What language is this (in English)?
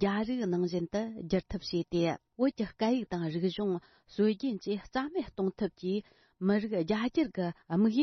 Tibetan